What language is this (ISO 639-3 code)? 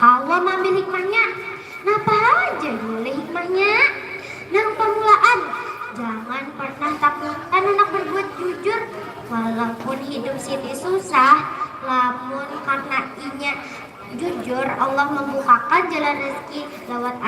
bjn